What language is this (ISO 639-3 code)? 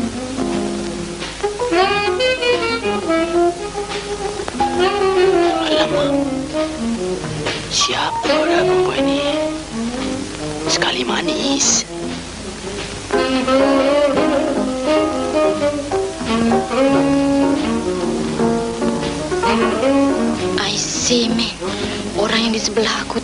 msa